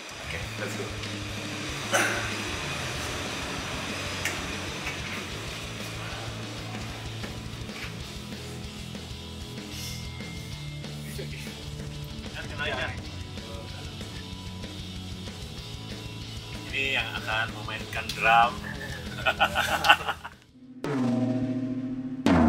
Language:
Indonesian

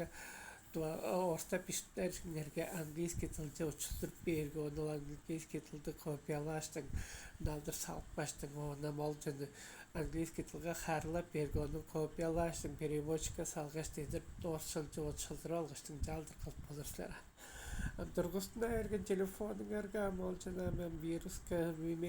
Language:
Tuvinian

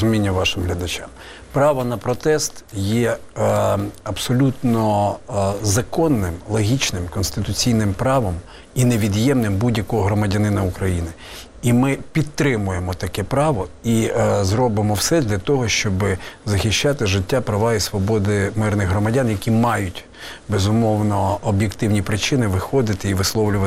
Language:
Ukrainian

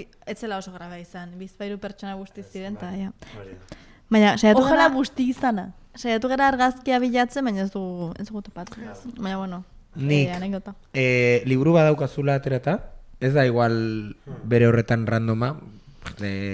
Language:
Basque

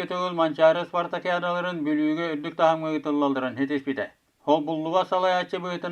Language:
Yakut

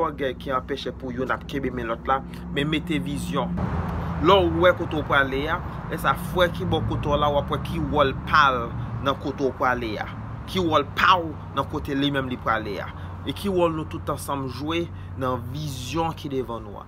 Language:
Haitian Creole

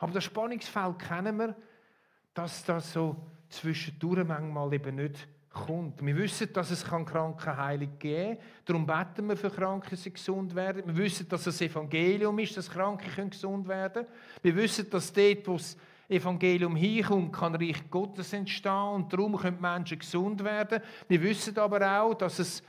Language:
Swiss German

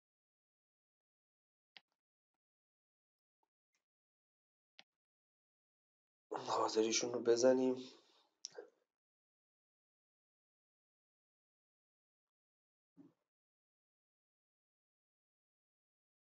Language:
Persian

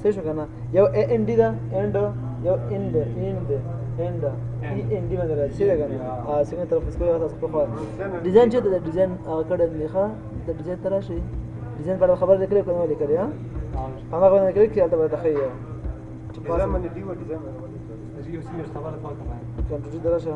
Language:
Pashto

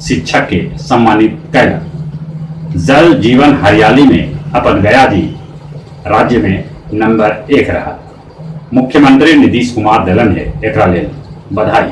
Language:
Magahi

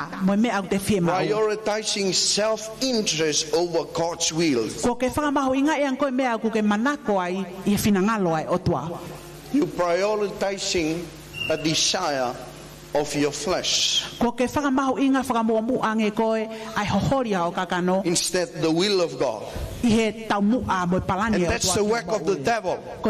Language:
Tongan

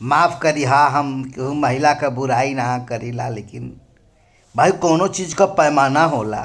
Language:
Bhojpuri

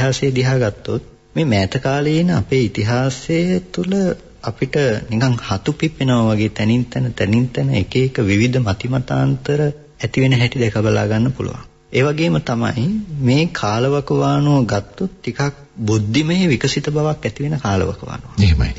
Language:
Sinhala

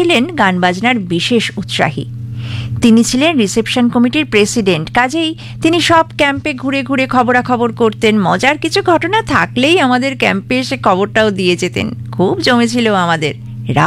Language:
Bangla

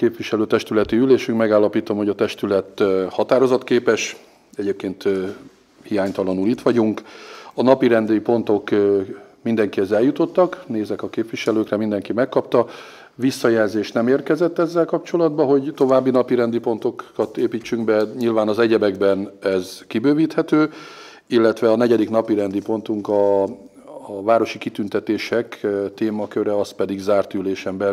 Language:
Hungarian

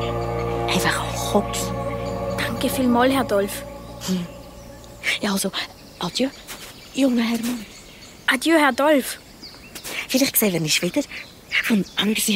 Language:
Swiss German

